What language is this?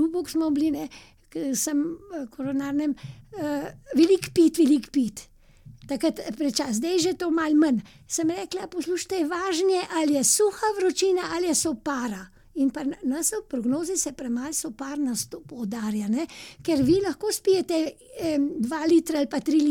Slovenian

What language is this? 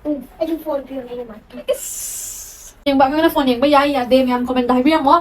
Manipuri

